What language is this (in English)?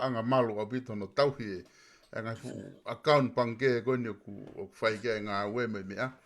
Tongan